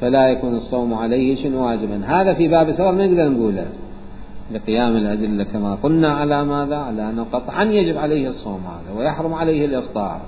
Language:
Mesopotamian Arabic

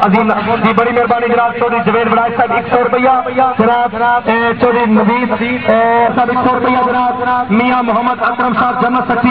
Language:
Urdu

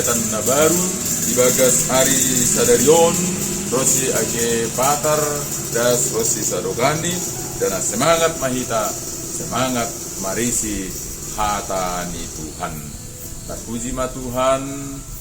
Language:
Batak Simalungun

